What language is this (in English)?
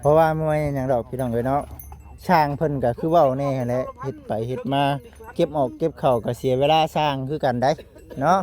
Lao